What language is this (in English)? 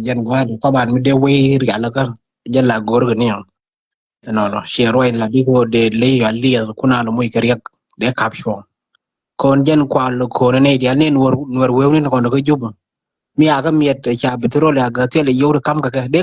Nuer